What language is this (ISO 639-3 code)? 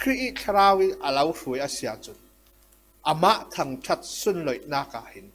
cfm